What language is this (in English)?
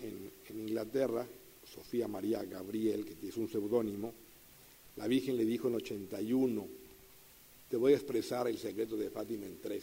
Spanish